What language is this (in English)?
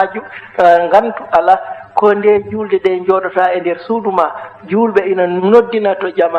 Fula